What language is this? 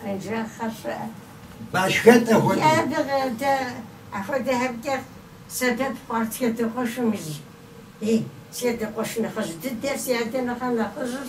Kabardian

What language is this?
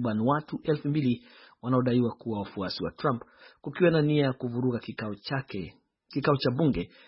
Swahili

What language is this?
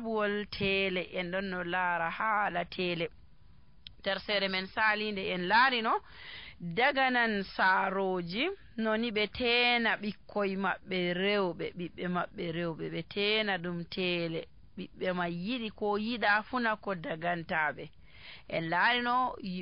Nigerian Fulfulde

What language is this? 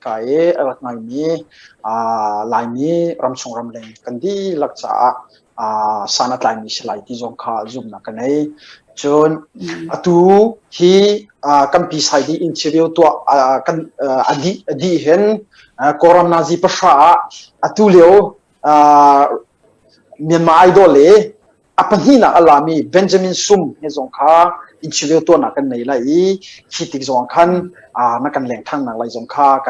Hakha Chin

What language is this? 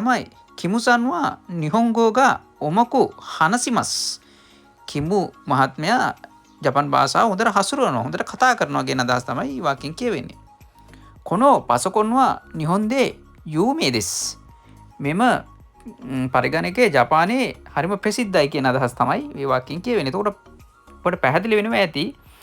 Sinhala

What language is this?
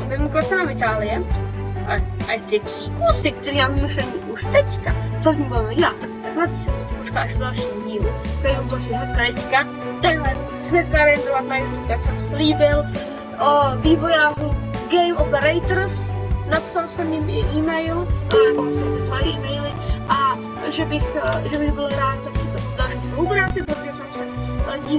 Czech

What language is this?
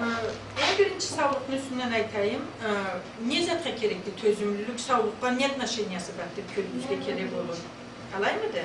Karachay-Balkar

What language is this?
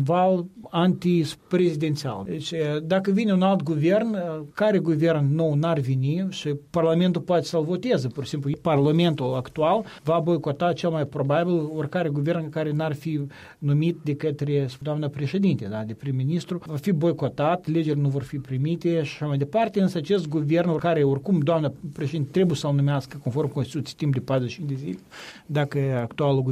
Romanian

